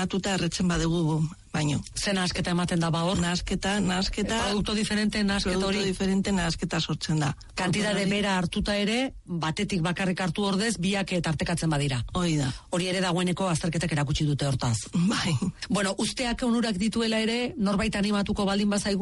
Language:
Basque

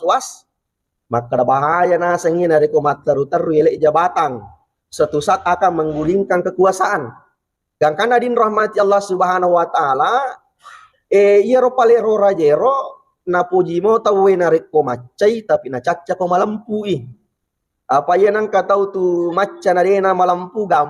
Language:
Buginese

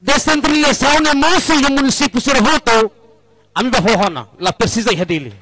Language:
Tetum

